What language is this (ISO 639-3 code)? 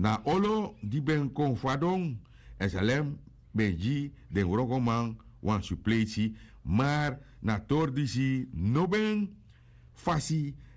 srn